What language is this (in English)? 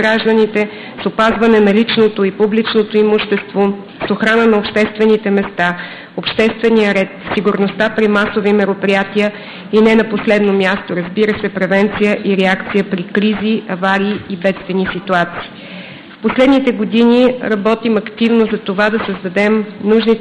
Bulgarian